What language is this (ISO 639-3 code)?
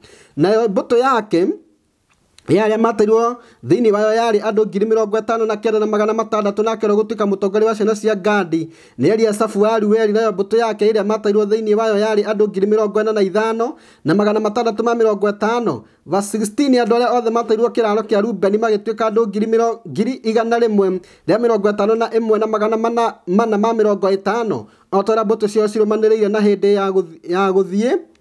kik